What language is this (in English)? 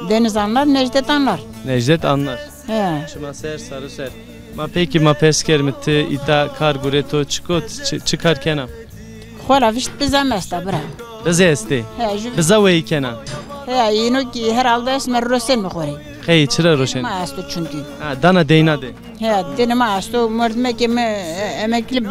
Zaza